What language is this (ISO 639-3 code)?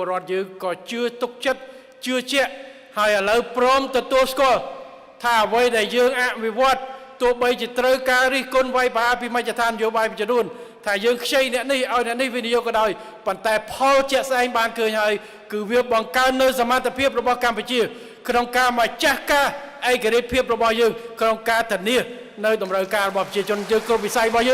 khm